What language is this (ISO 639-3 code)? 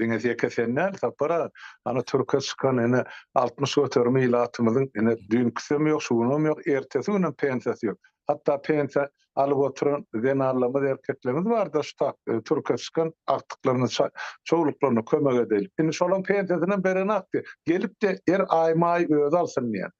tuk